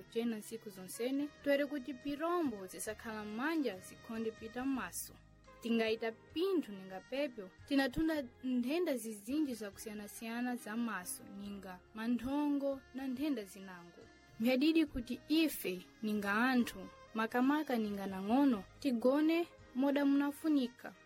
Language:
Sena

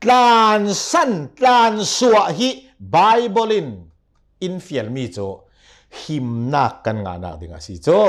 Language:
Hakha Chin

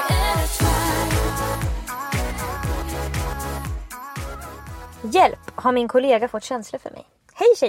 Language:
Swedish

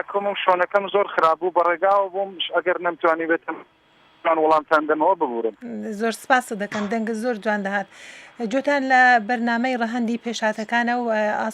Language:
Central Kurdish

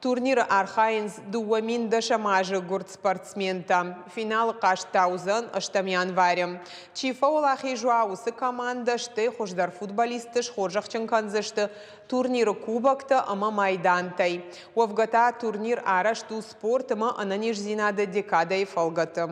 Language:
Ossetic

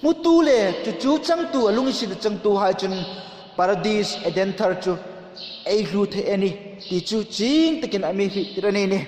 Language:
Hmar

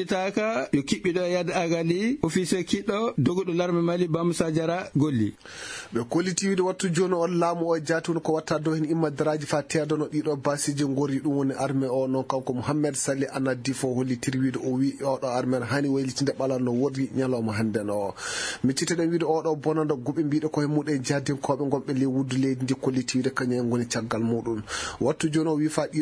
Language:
Fula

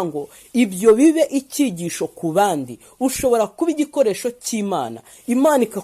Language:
Kinyarwanda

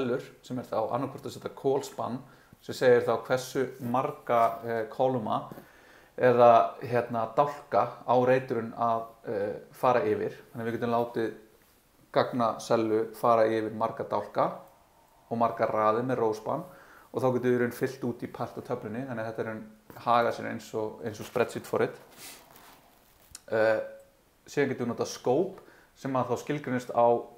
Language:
Icelandic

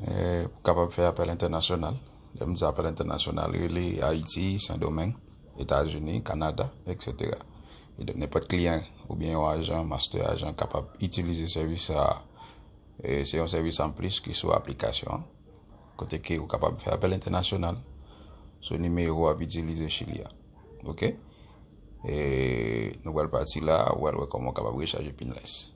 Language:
Haitian Creole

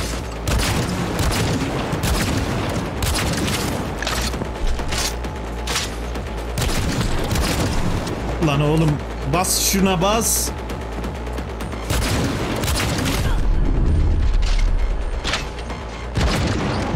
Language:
Turkish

